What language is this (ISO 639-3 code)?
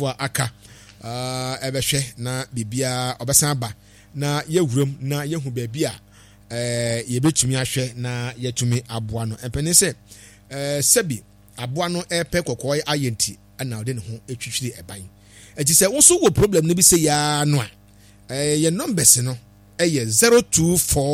aka